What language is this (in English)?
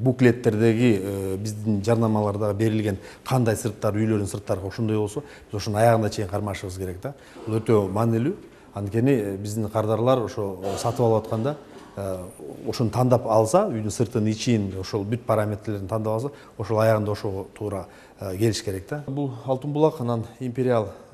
Kyrgyz